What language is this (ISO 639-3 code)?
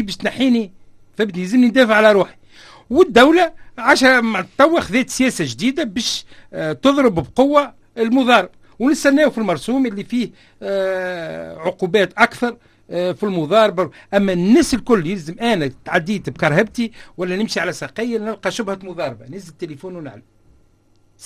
aeb